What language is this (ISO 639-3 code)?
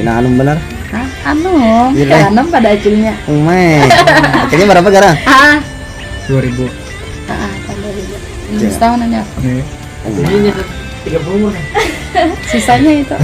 bjn